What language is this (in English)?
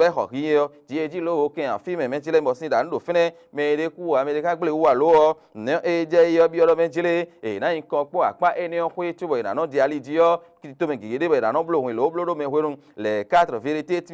Fon